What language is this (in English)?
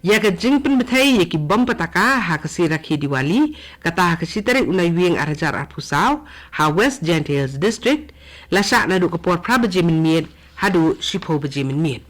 Khasi